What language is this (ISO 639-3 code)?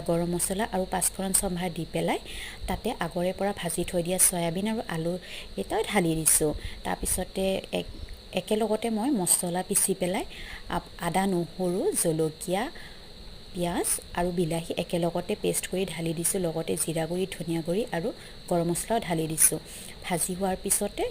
asm